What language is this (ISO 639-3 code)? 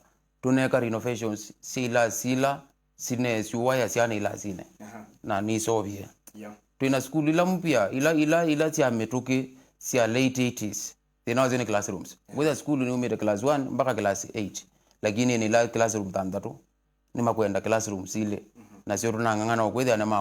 kam